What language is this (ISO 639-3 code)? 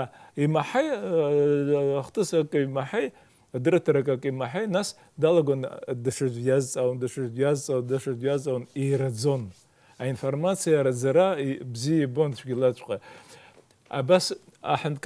abk